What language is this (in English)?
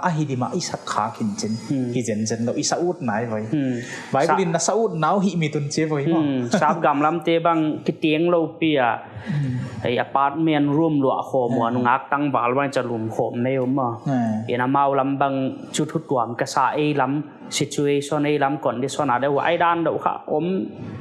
Paite Chin